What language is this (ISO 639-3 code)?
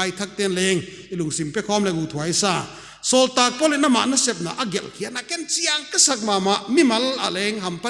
pck